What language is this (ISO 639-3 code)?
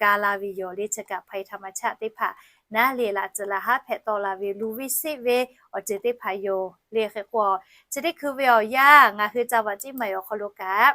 lhu